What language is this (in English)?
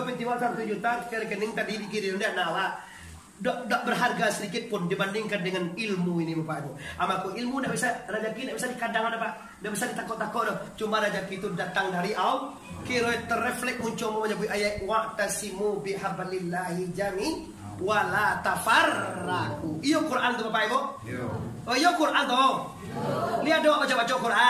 Minangkabau